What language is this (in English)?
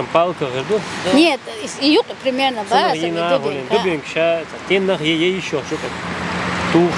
Chechen